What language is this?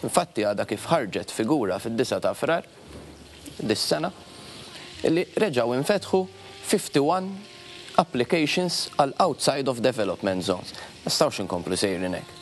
Maltese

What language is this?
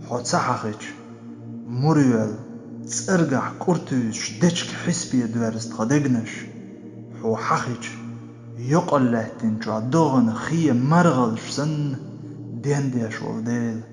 Chechen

